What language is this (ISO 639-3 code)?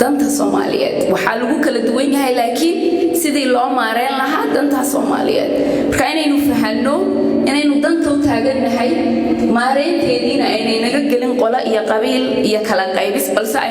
som